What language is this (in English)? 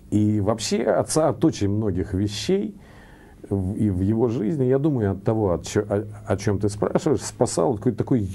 Russian